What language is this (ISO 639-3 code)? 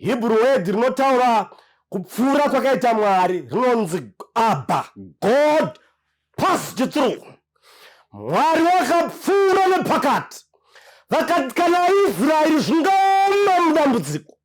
sna